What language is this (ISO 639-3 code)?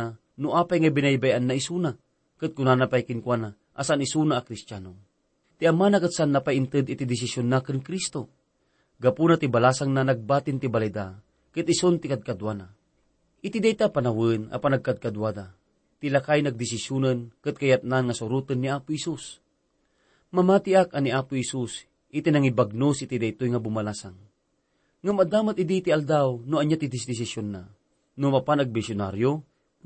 ilo